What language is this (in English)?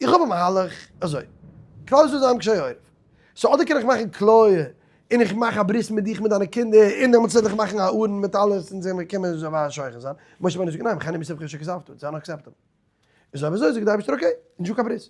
Yiddish